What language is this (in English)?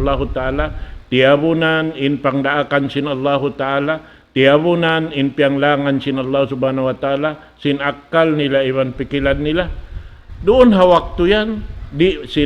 Tausug